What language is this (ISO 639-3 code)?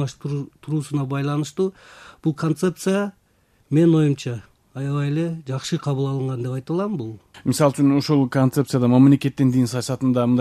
kir